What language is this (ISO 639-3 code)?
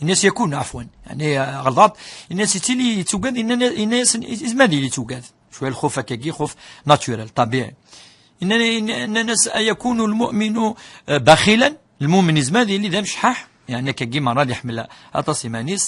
kab